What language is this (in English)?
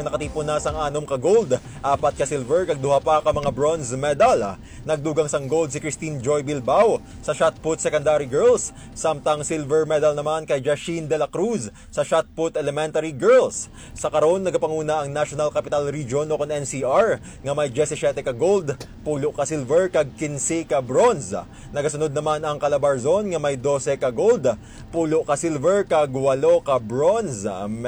Hiligaynon